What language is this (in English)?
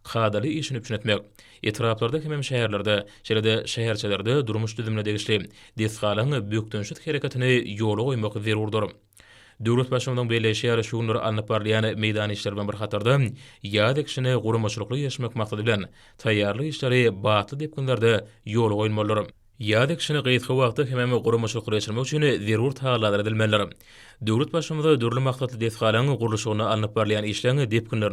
Turkmen